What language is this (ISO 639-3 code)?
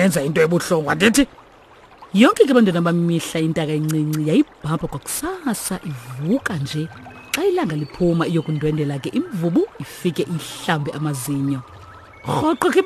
xho